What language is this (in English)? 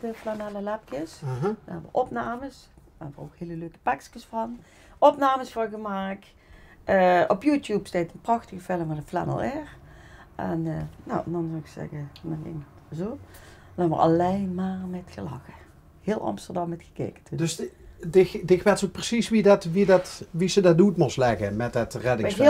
Limburgish